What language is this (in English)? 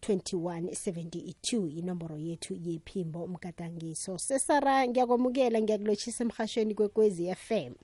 South Ndebele